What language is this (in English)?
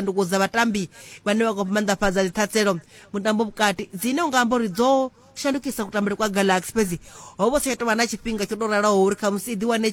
Venda